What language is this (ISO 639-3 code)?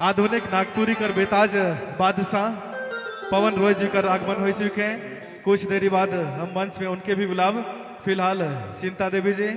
sck